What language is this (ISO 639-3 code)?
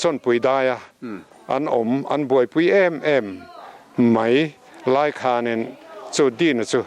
lus